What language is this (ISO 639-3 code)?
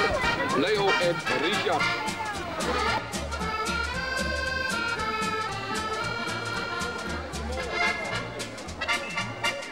nld